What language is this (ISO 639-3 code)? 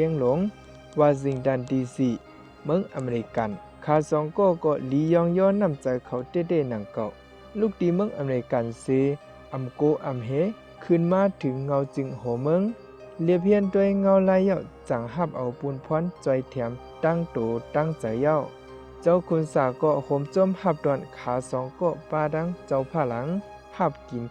shn